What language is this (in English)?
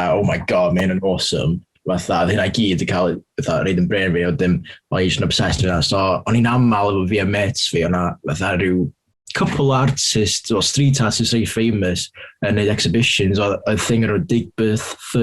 Welsh